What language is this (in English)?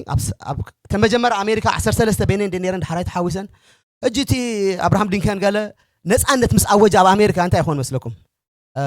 Tigrinya